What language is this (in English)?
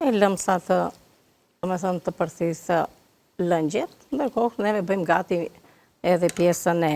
Albanian